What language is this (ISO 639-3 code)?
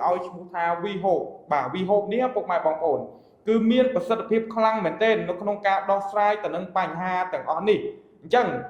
khm